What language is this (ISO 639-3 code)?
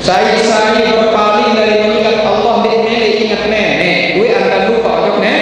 sas